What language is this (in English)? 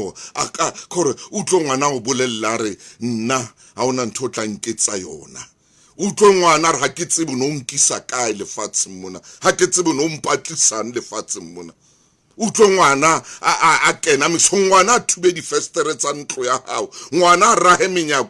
Southern Sotho